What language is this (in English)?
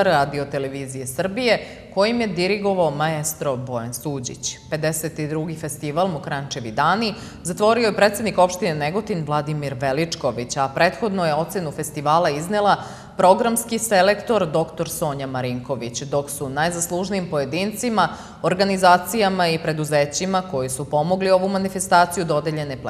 Serbian